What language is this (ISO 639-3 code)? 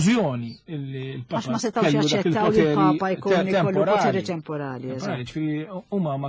mlt